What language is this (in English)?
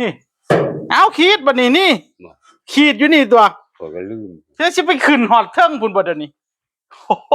Northeastern Thai